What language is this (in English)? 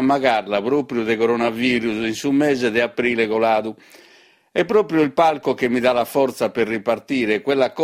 Sardinian